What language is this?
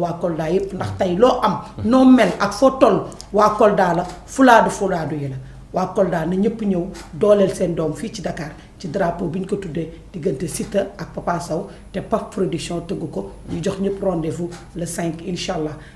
Wolof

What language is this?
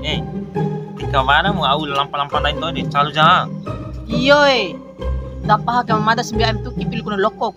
Bima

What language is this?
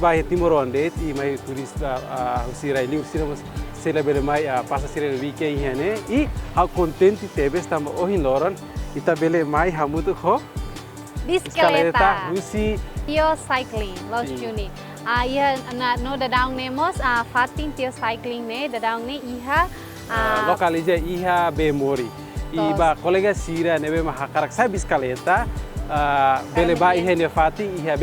Tetum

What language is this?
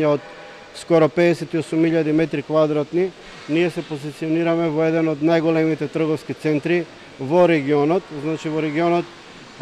Macedonian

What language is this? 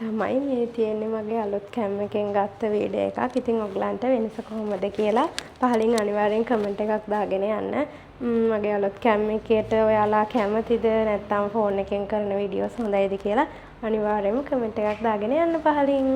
Sinhala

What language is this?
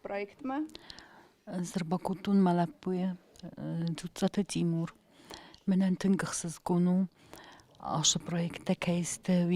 Ossetic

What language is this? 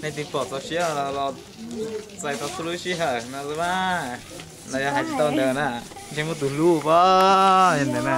Hmong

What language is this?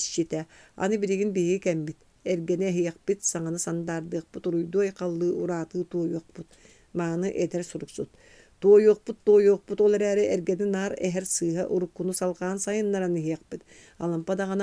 Yakut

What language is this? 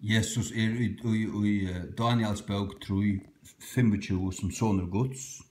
Faroese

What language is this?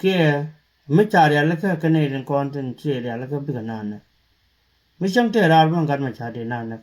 Nuer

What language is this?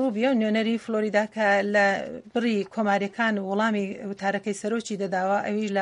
Central Kurdish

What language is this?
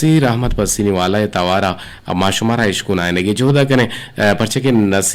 Eastern Balochi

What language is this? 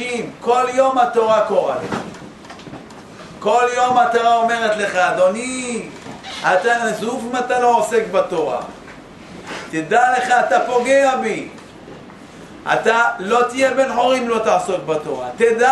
Hebrew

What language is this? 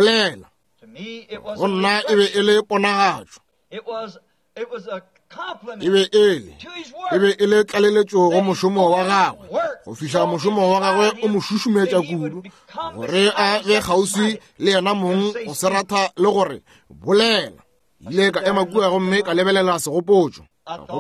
Northern Sotho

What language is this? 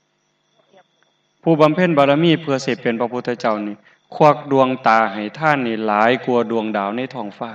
Northeastern Thai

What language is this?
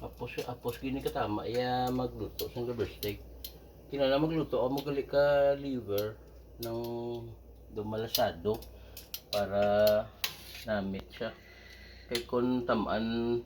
Hiligaynon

